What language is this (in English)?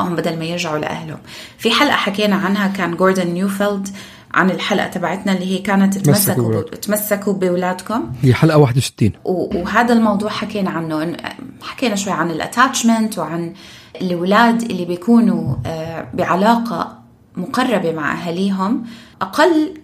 North Levantine Arabic